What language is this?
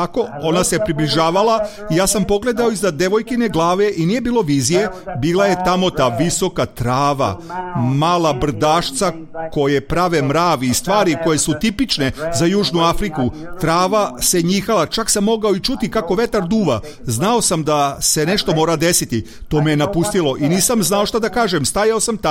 Serbian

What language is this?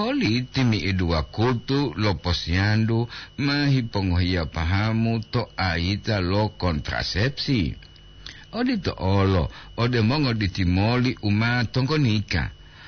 Gorontalo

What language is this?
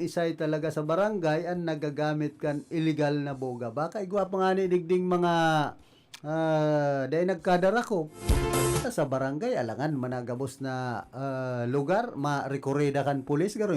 Bikol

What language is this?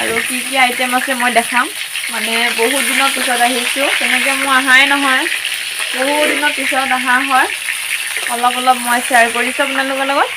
Assamese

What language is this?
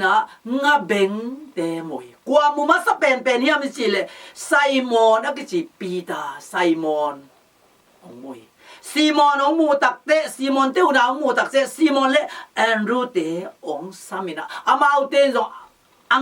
Tedim Chin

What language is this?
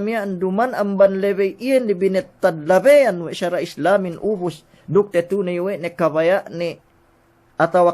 Yakan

